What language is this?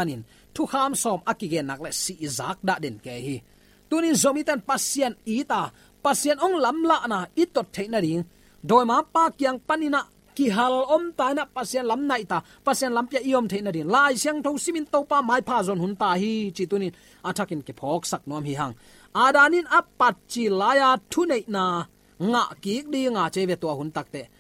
Tedim Chin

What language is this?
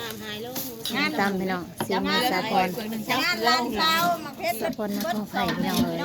Northeastern Thai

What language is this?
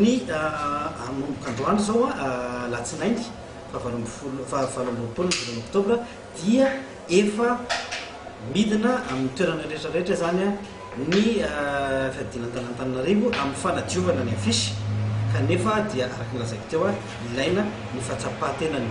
Malagasy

